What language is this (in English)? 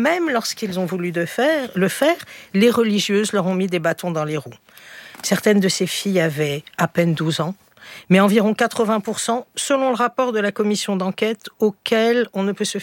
French